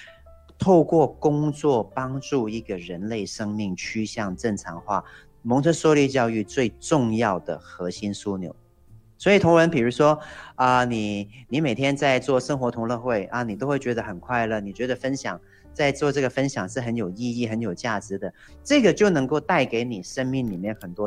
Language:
Chinese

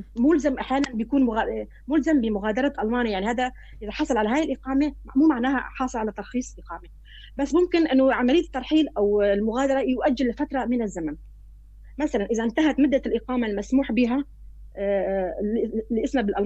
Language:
North Levantine Arabic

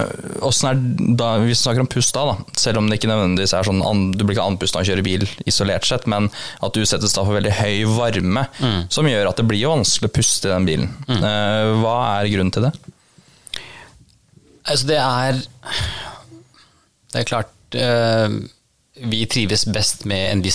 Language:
Norwegian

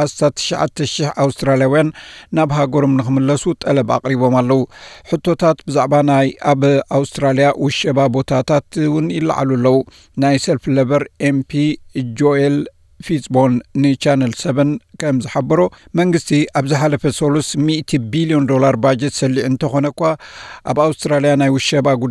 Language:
Tigrinya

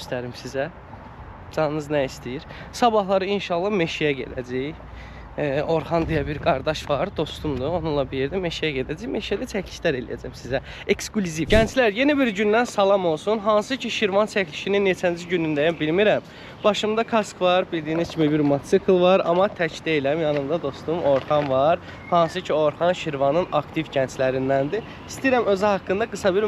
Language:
Azerbaijani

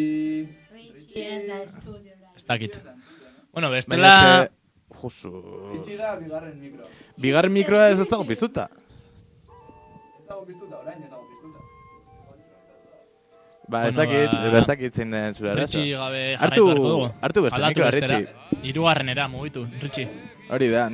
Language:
Basque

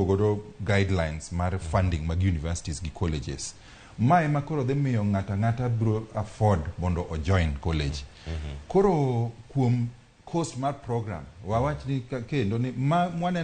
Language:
Luo (Kenya and Tanzania)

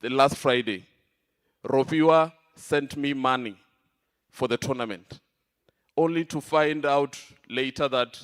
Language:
Venda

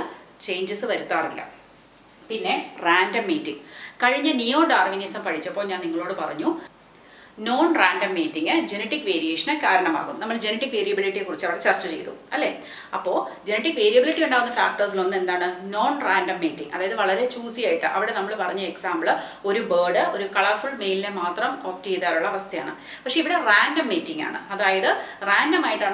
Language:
Malayalam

